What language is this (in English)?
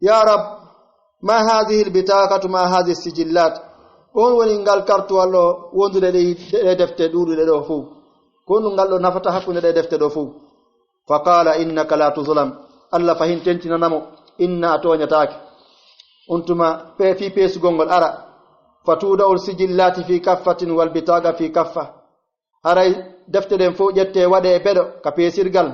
Pular